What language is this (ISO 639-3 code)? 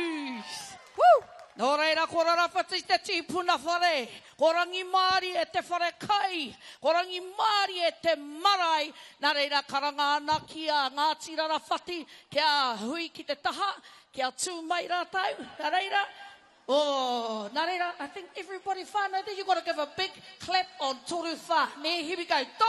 mri